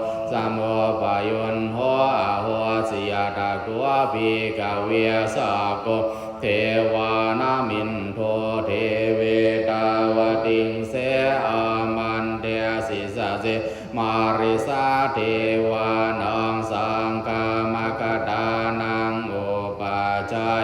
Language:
Pali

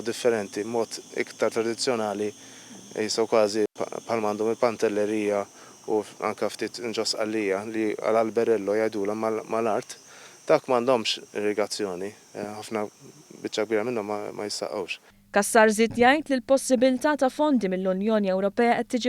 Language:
Maltese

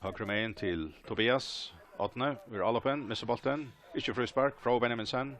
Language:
Faroese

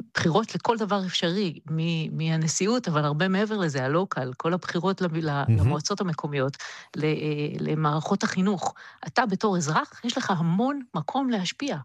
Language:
Hebrew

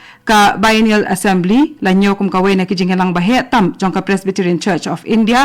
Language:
Khasi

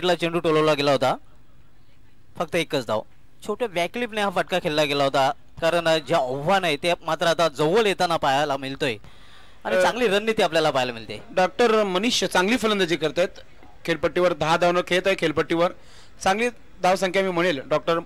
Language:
Marathi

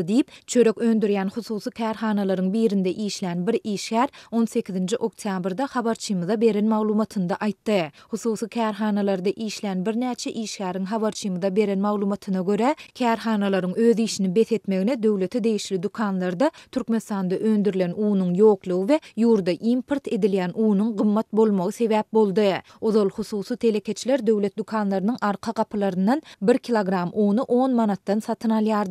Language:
Turkmen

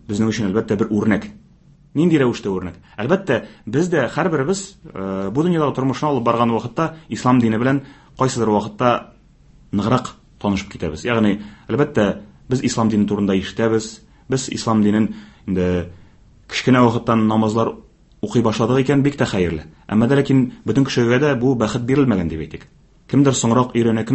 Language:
Tatar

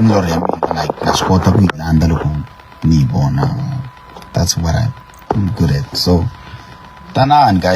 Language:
Tsonga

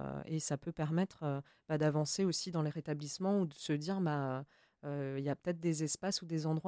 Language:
French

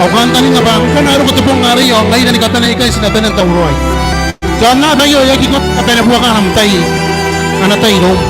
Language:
Gilbertese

